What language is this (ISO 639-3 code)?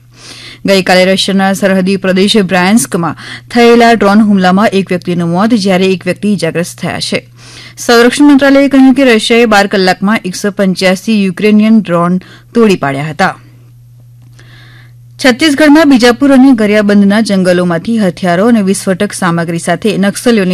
guj